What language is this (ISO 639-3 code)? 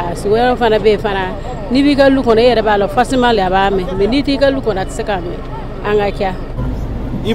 bam